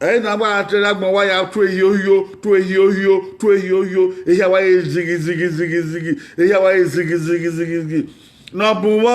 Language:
Bini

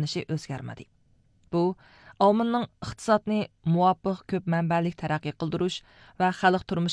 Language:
Uyghur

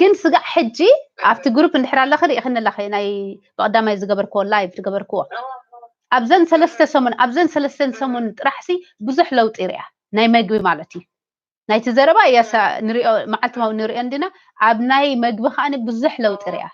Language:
Tigrinya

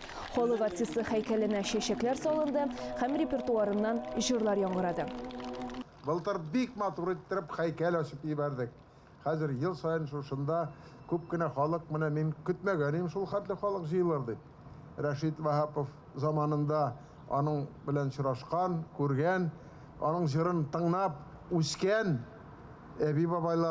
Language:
Tatar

